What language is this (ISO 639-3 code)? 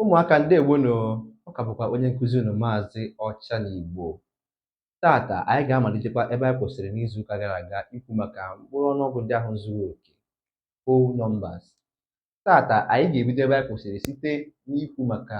ibo